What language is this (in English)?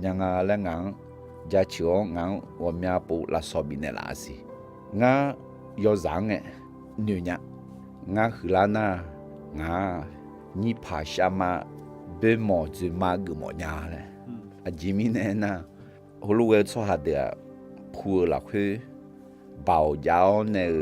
Akha